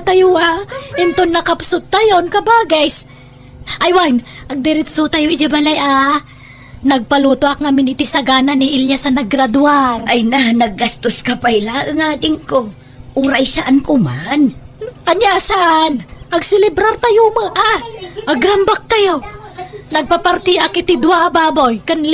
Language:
Iloko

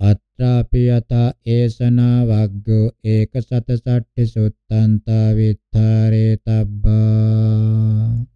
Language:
Pali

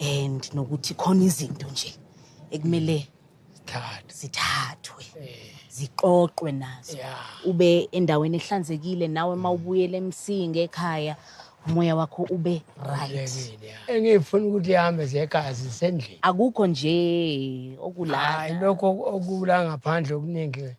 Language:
Zulu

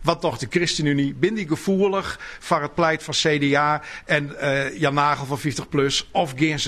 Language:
Western Frisian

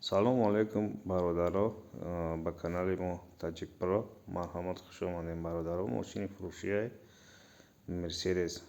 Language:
Tajik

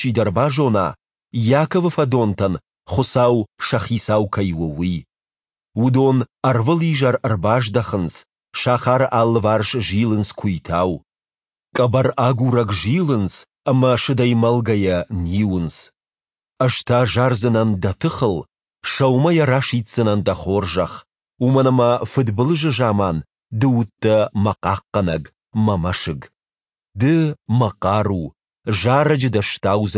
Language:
Ossetic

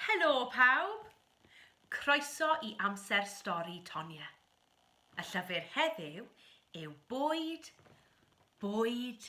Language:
Welsh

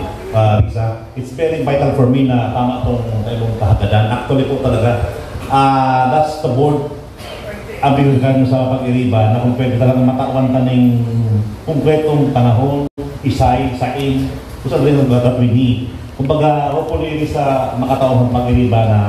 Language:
Bikol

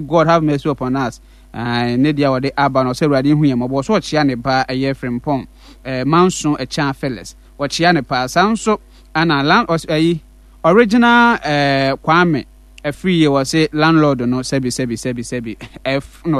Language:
Akan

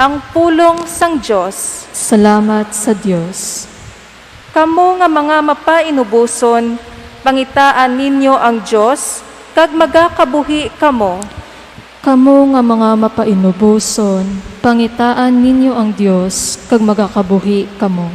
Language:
Hiligaynon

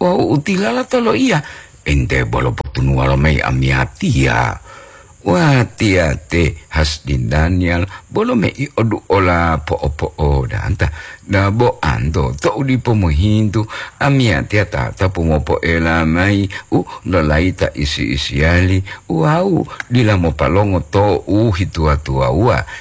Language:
Gorontalo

